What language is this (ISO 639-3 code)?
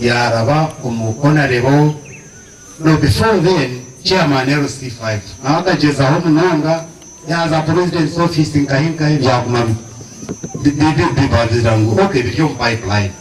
nyn